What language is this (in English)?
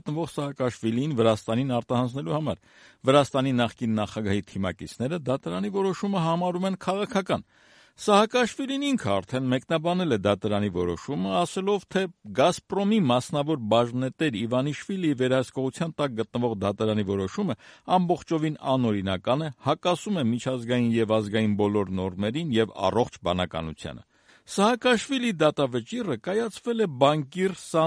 Armenian